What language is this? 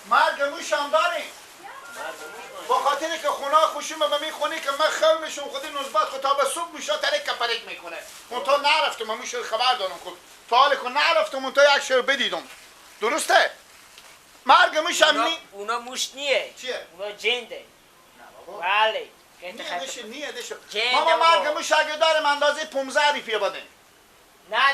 Persian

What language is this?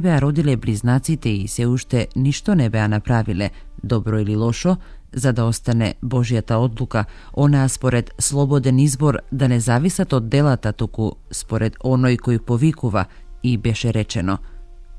Macedonian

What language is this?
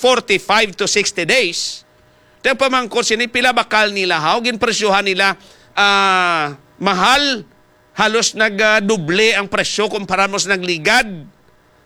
Hiligaynon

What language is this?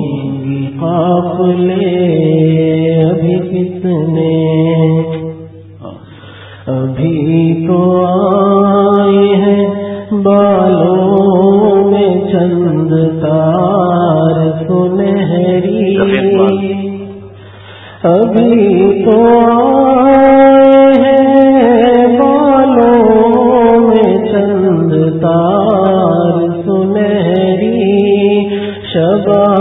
Urdu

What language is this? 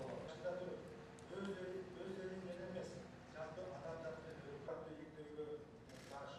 Kyrgyz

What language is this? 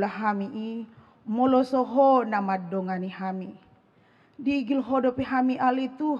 Batak Toba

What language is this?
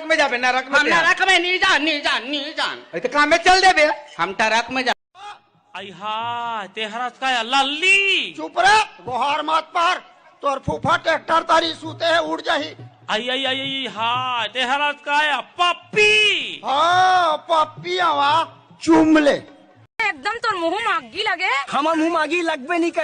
Chhattisgarhi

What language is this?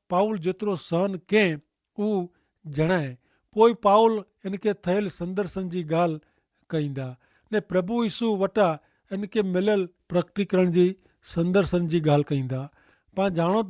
Kachhi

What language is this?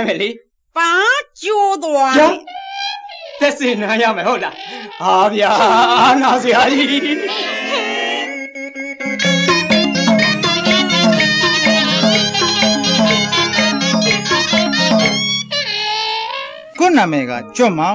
Burmese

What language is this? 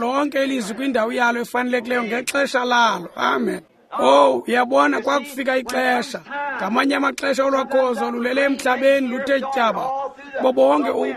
Xhosa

